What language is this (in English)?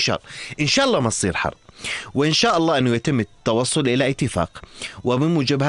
North Levantine Arabic